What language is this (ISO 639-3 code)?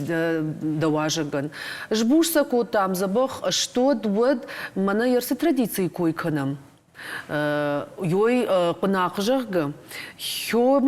oss